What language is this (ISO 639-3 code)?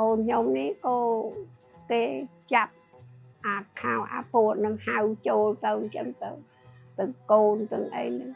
khm